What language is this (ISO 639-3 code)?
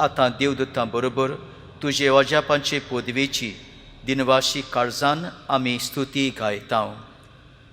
kok